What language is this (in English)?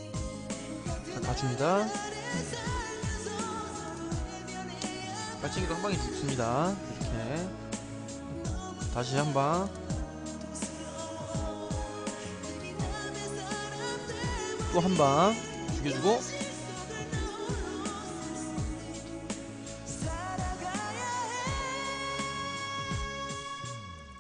Korean